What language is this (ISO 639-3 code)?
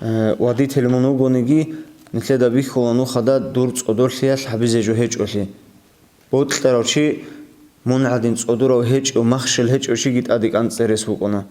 ava